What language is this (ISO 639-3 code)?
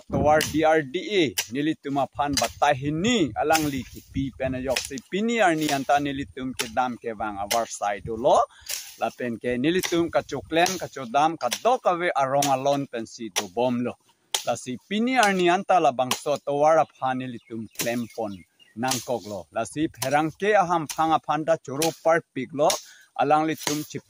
mjw